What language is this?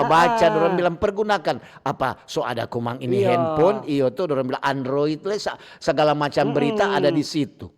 Manado Malay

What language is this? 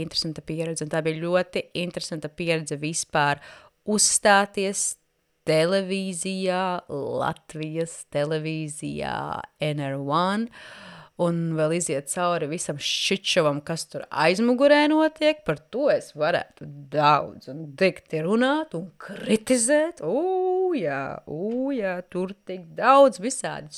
Latvian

